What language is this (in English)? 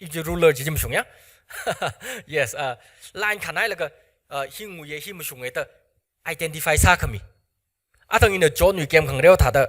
Tangkhul Naga (India)